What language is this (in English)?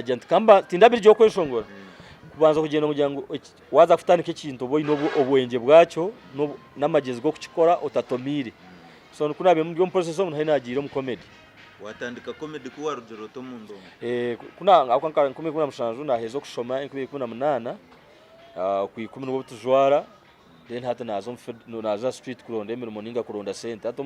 Nyankole